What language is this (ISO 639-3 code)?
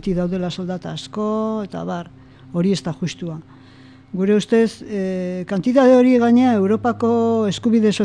eus